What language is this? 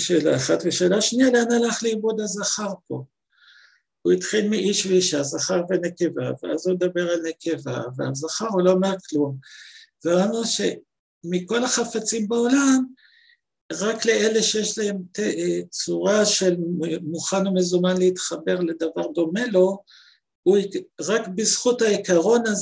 Hebrew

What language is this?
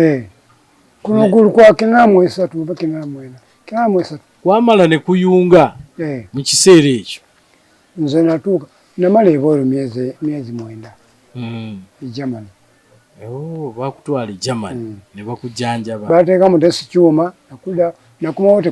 Ganda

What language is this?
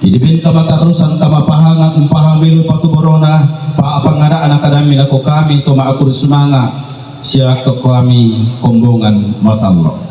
Toraja-Sa'dan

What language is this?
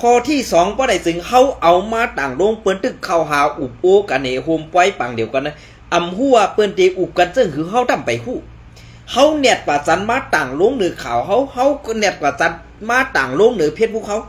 Shan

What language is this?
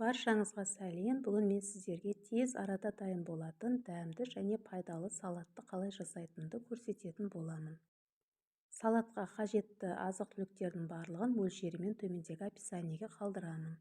Kazakh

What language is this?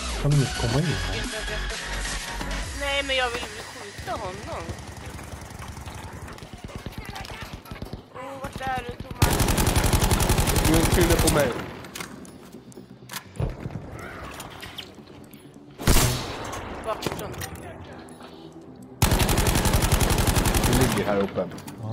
Swedish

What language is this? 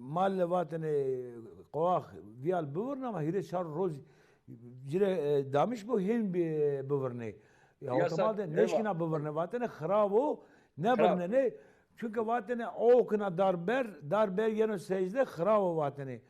Zaza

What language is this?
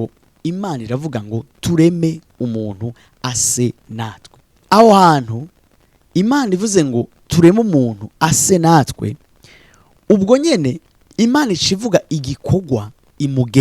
Rundi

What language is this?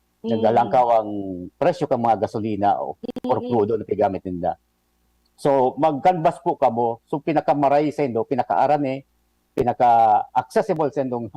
Bikol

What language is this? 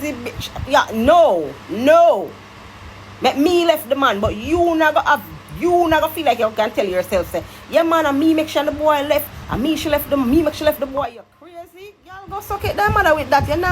Jamaican Creole English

